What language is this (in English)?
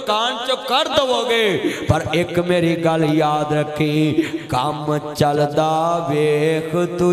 Western Panjabi